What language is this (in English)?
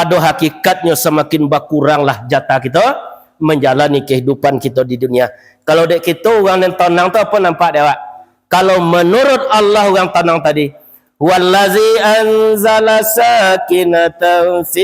Minangkabau